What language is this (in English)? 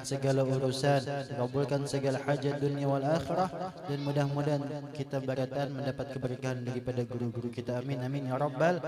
Banjar